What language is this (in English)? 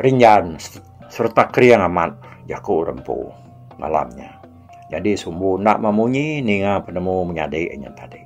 Iban